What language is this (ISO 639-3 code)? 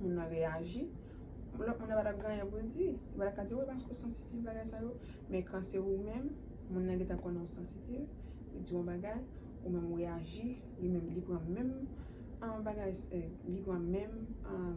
hat